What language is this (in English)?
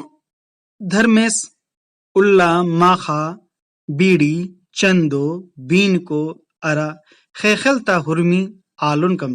Kurukh